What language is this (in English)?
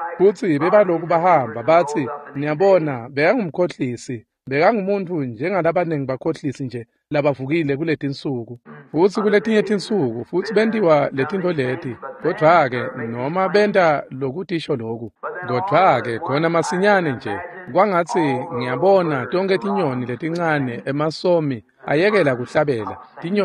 Swati